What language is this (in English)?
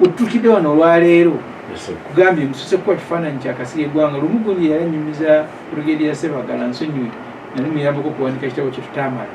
Ganda